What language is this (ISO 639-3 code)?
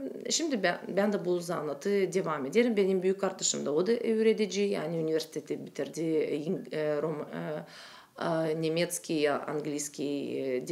gag